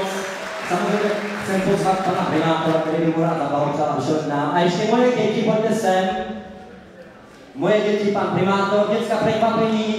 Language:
Czech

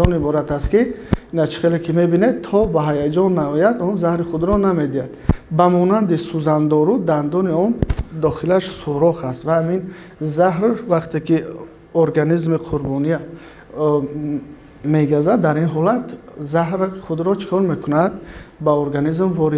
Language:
Tajik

